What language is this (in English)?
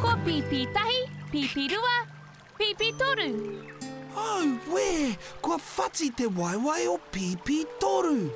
Māori